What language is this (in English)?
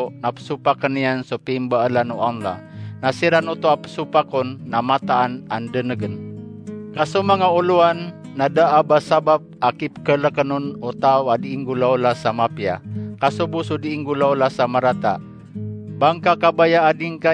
Maranao